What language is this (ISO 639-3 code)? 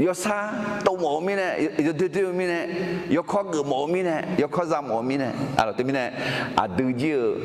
ahk